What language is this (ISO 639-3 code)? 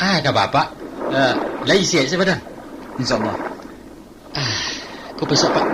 min